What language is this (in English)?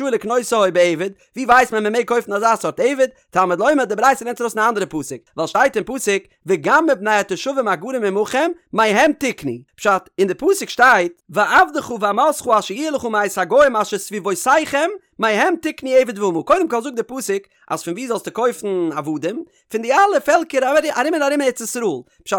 Yiddish